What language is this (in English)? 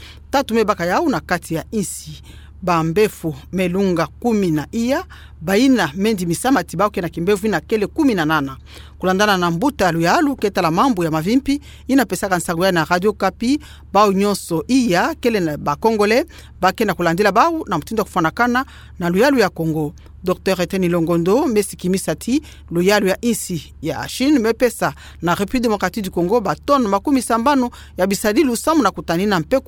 Kituba (Democratic Republic of Congo)